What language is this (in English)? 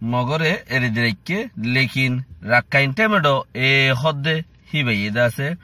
Rohingya